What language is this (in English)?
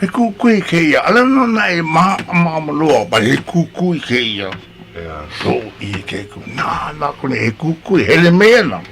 Hawaiian